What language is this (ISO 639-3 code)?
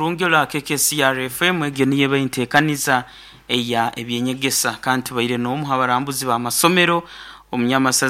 nyo